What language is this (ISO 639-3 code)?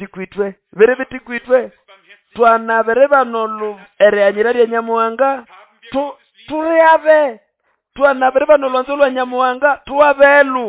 nnb